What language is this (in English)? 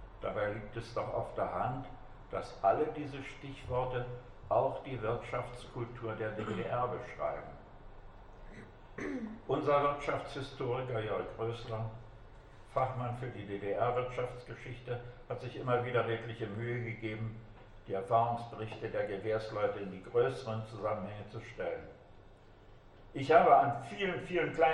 German